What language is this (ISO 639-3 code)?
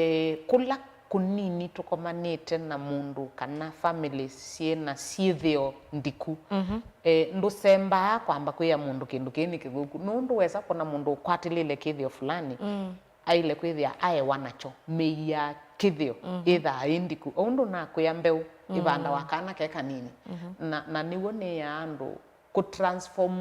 kam